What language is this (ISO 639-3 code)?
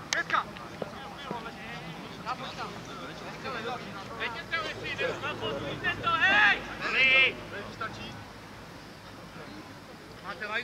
ces